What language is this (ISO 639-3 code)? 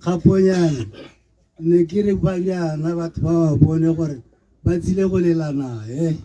tsn